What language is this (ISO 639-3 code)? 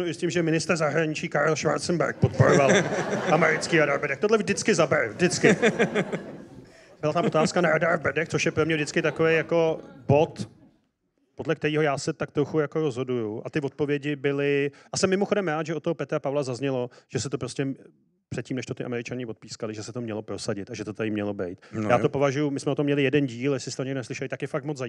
ces